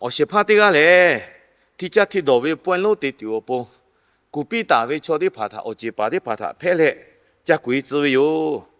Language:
Lahu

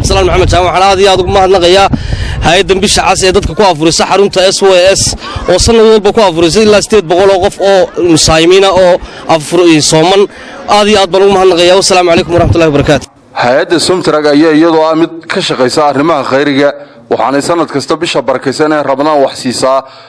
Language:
Somali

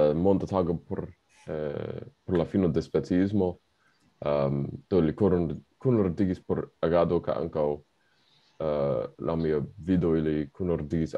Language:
Esperanto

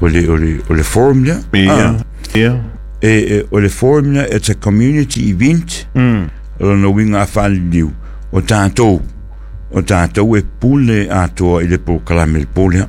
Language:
Samoan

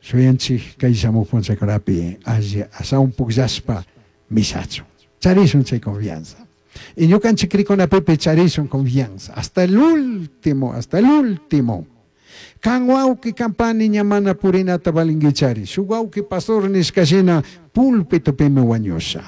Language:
Chimborazo Highland Quichua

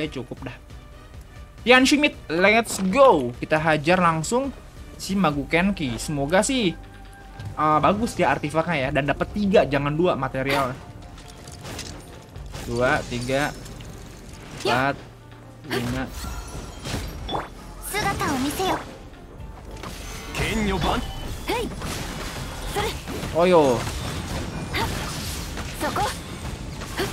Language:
Indonesian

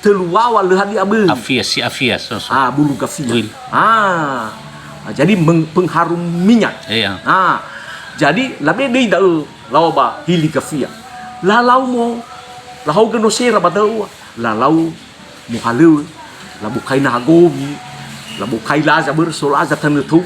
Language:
Nias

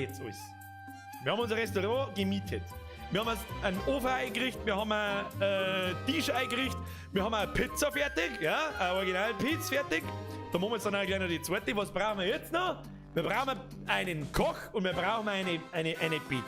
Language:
Bavarian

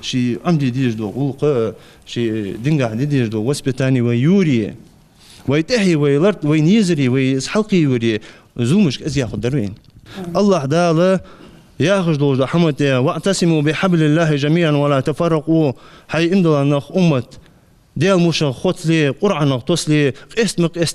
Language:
Ingush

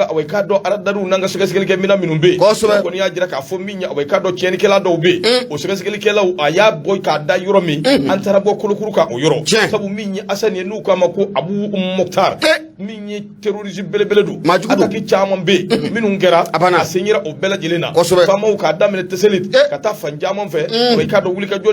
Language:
Bambara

